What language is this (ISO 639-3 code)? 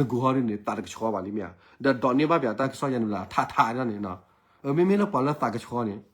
ksw